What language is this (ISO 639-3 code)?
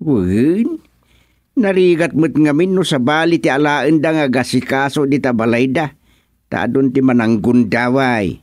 ilo